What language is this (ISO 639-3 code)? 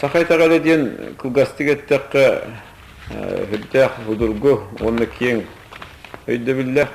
sah